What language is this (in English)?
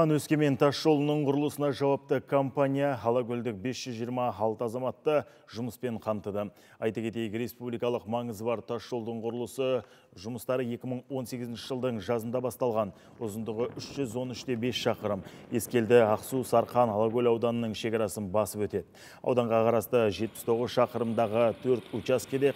Kazakh